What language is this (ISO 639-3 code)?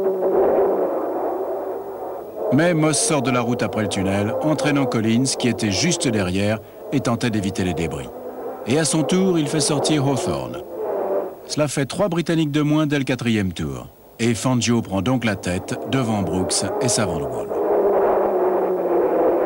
fra